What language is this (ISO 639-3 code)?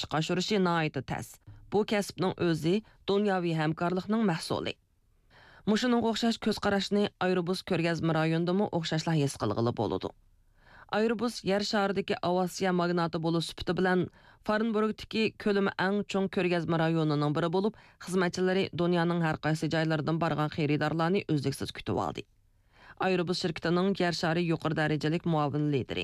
uig